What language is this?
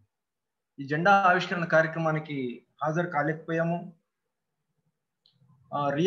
Telugu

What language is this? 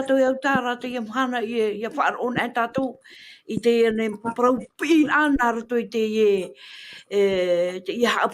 Tahitian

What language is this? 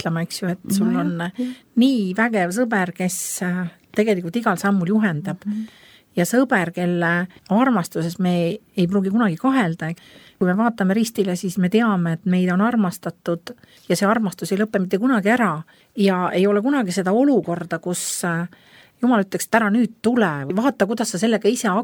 Estonian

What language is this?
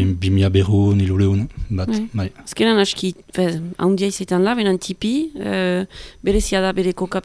Basque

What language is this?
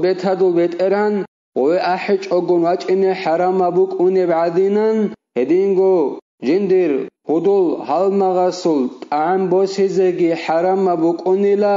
Avaric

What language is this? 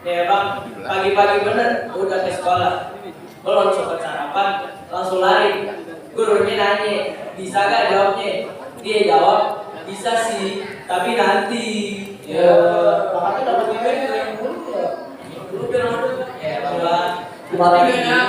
Betawi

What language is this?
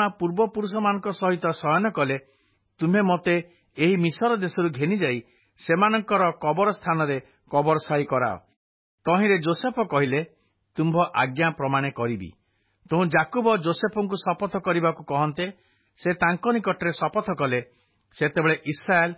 Odia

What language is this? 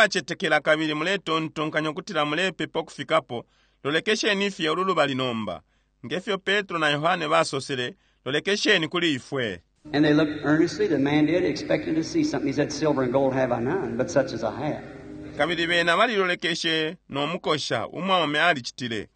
Bemba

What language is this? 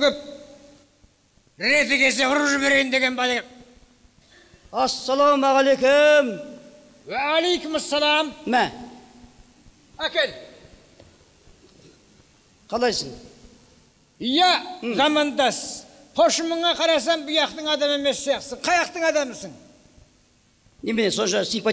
Kazakh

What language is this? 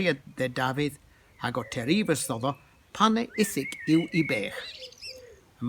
Cornish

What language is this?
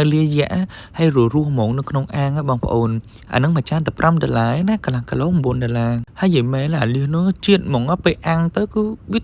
Khmer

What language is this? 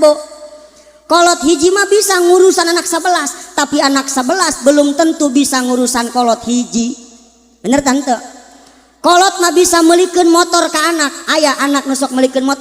Sundanese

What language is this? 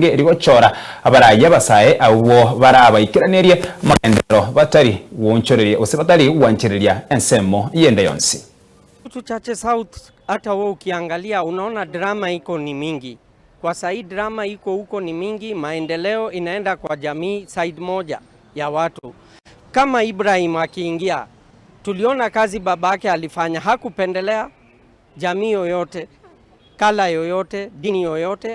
Gusii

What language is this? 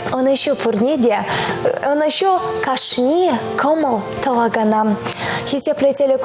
Chuvash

